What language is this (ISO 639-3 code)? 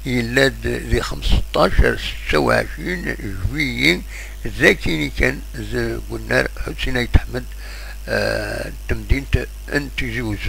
kab